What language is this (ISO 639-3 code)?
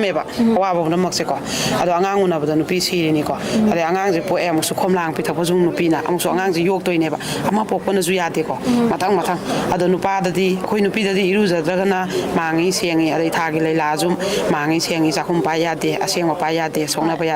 mni